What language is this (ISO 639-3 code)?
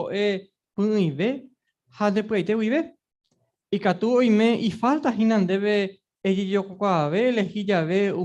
grn